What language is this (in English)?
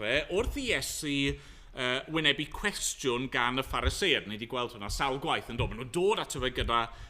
Welsh